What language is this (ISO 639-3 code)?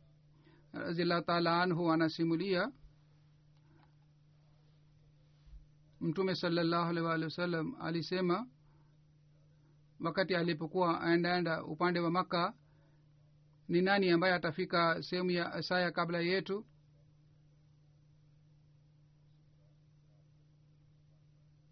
swa